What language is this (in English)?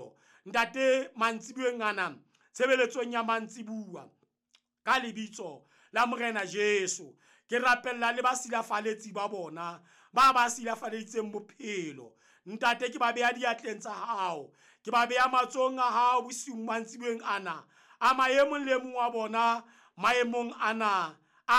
Southern Sotho